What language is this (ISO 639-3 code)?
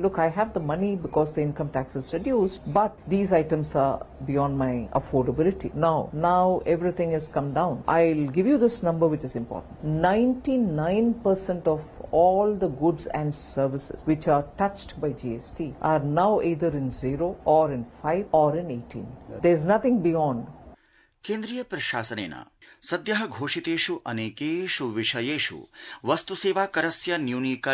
san